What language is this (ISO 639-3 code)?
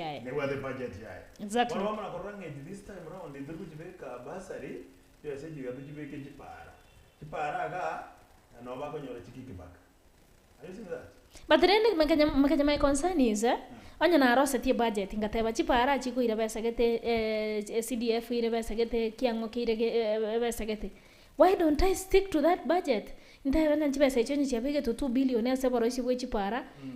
guz